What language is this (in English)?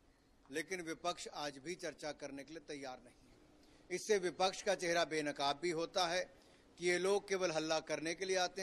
Hindi